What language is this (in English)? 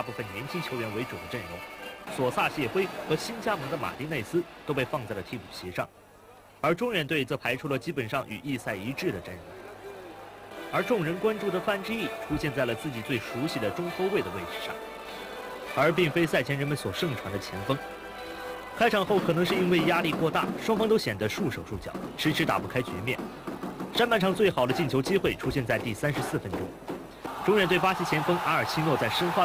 Chinese